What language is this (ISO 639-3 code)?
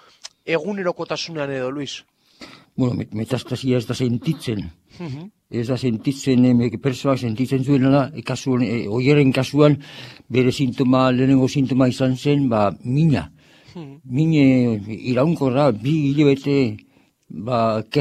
eus